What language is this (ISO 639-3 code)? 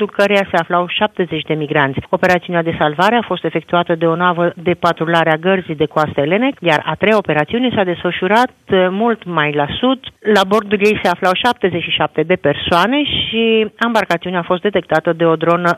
ron